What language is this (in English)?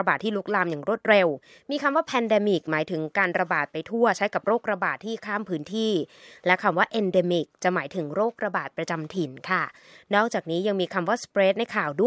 Thai